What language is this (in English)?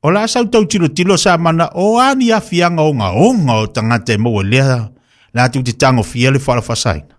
Samoan